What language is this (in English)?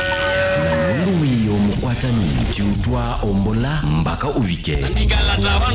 Kamba